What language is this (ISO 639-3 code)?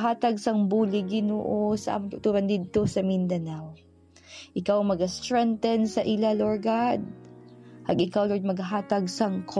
hil